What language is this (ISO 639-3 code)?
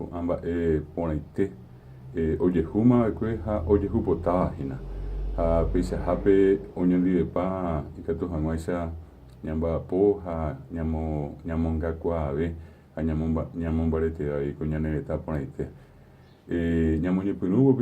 grn